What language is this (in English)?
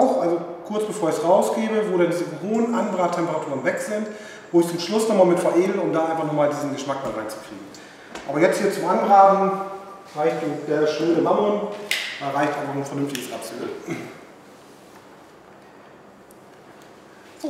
German